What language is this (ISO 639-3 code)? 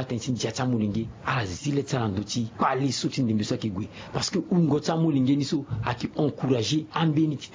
sag